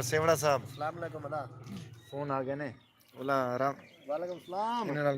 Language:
Saraiki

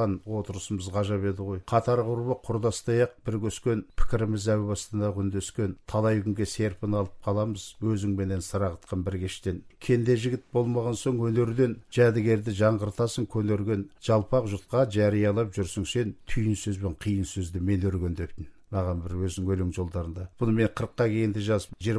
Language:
Kazakh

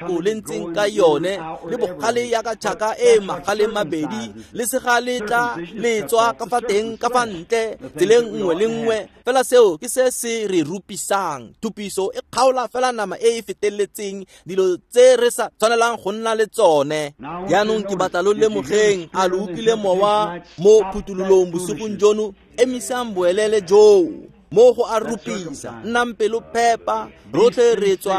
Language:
Tswana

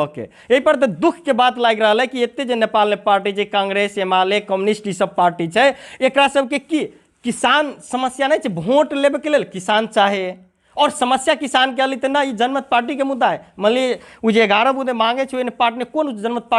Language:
Maithili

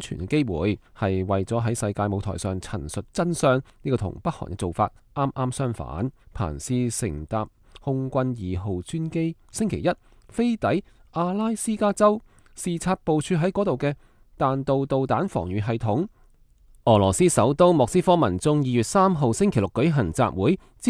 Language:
Cantonese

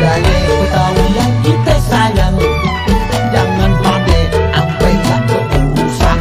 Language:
Betawi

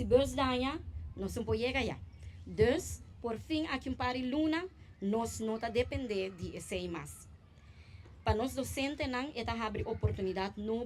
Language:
Papiamento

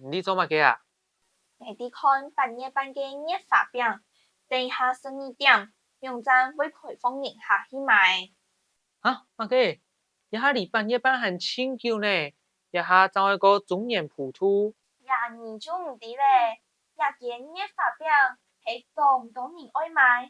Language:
Hakka Chinese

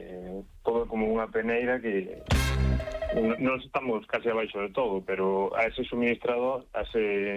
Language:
Galician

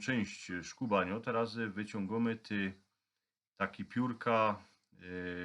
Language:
Silesian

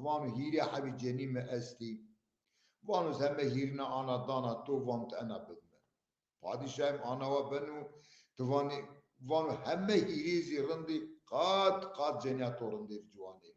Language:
Zaza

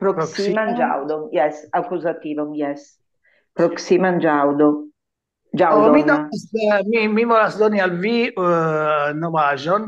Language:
Esperanto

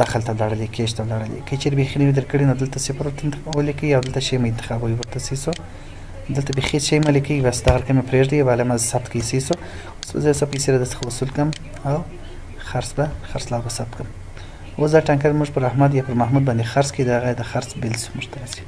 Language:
Pashto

